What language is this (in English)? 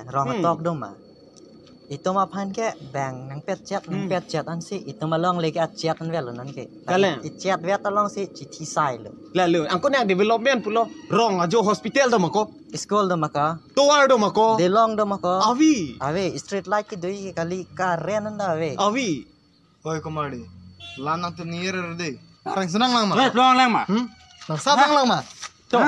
Karbi